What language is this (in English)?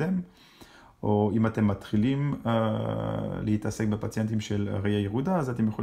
Hebrew